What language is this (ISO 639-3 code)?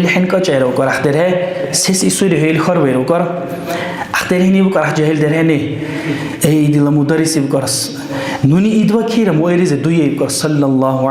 dar